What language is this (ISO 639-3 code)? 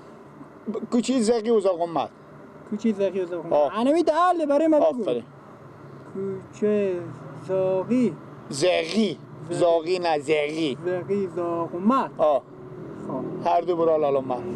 fas